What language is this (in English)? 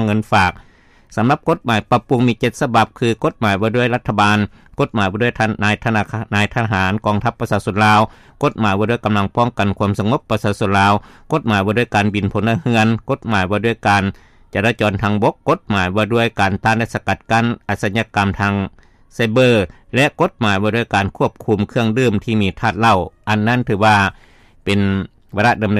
Lao